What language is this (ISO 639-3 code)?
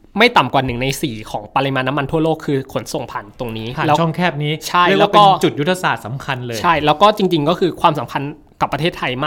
tha